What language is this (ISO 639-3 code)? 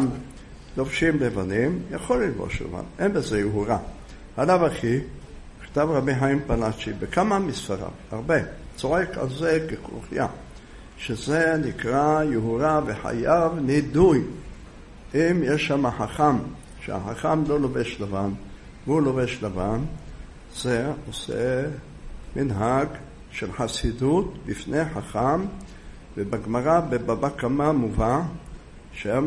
heb